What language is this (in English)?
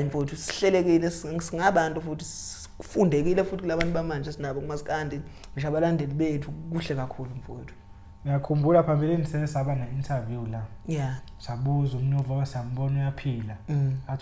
Zulu